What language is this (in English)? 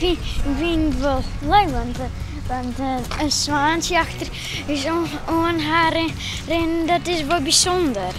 Western Frisian